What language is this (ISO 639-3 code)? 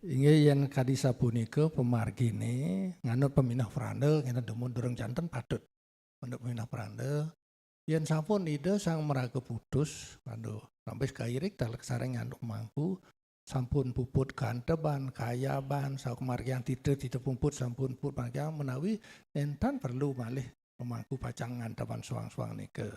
ban